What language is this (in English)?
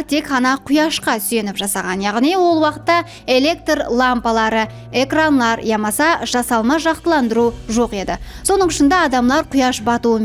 Kara-Kalpak